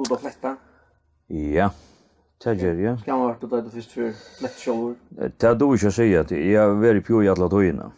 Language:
Faroese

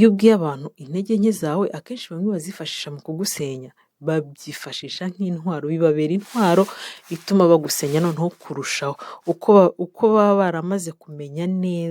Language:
Kinyarwanda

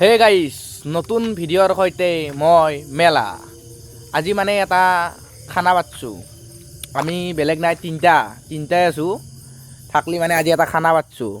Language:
Assamese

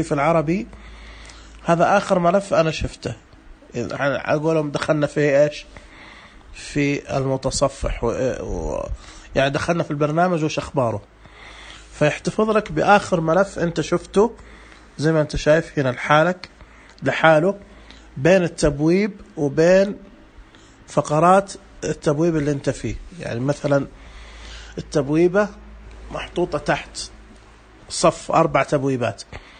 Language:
Najdi Arabic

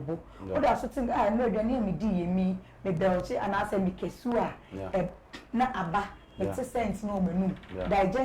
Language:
Akan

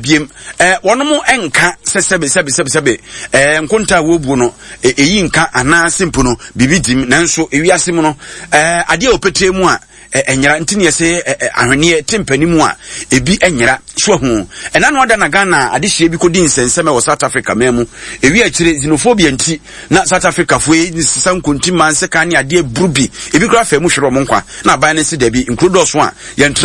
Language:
Akan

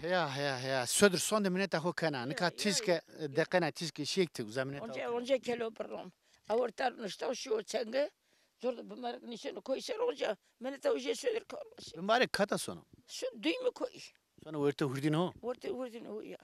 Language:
Zaza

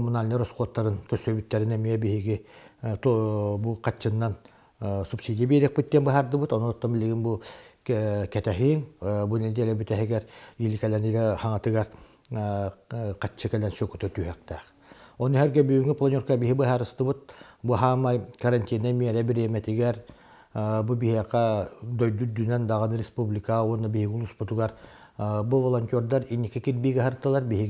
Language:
Yakut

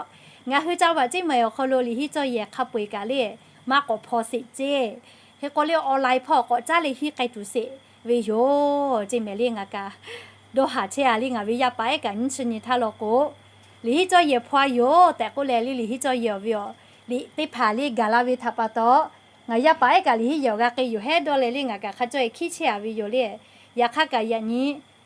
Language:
Lahu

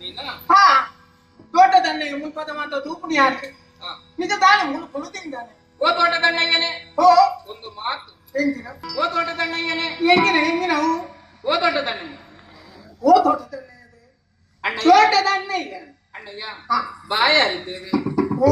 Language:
Tulu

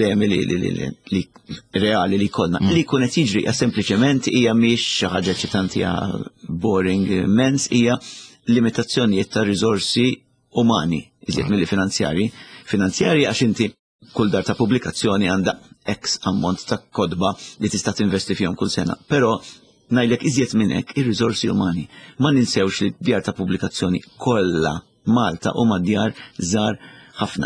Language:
Maltese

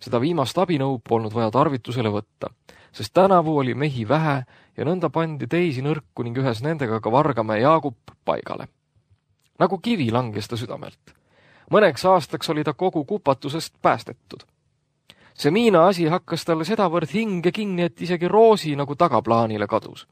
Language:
Estonian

